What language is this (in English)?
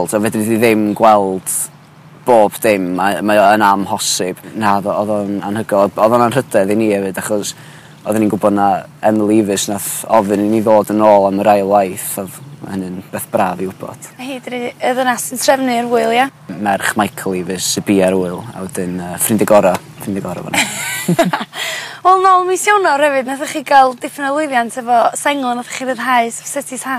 Welsh